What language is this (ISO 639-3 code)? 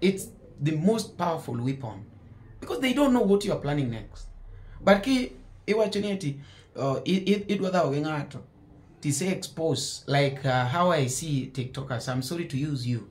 luo